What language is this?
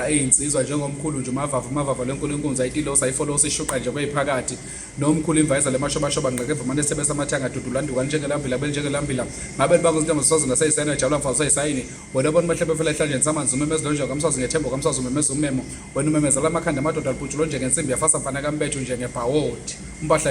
Zulu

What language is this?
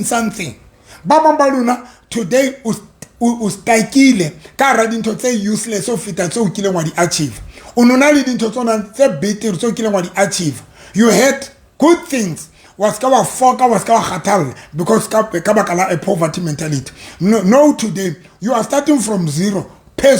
Southern Sotho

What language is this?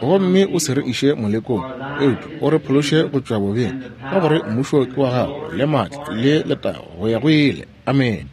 Northern Sotho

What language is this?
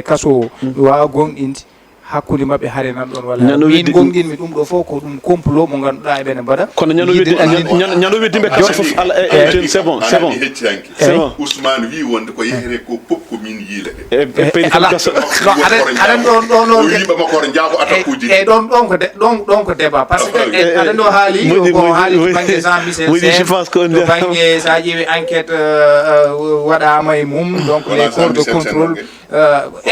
Fula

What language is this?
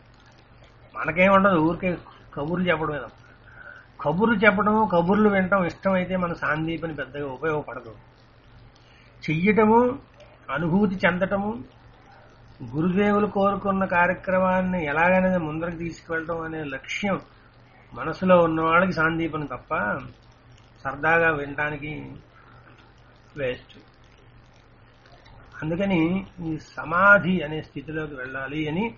Telugu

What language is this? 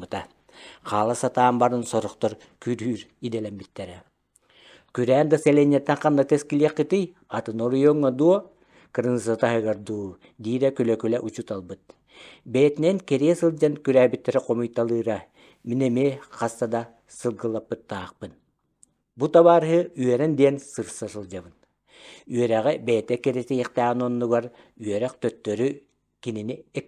Yakut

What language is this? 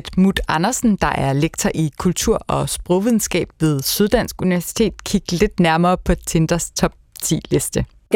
Danish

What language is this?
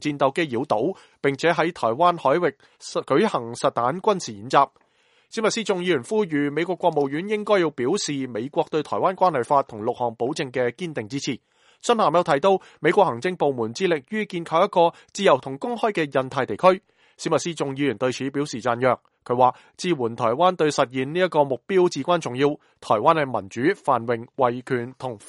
Cantonese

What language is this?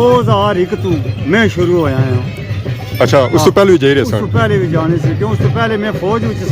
Pahari-Potwari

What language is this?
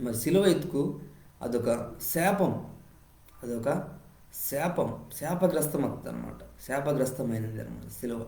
Koya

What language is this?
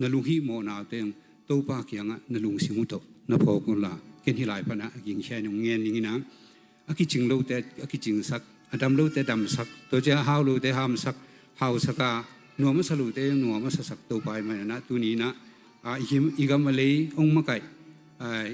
Tedim Chin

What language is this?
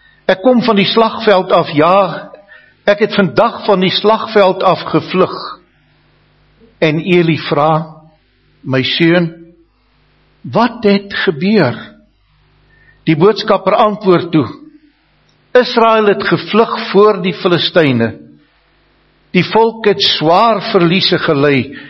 Afrikaans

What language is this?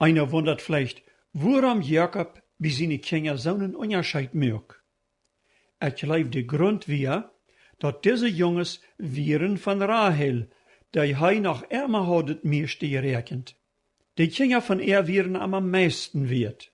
Plautdietsch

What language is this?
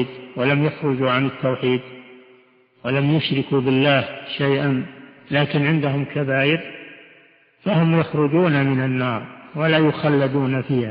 Arabic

